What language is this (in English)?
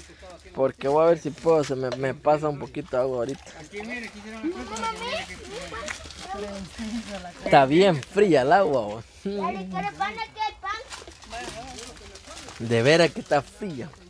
Spanish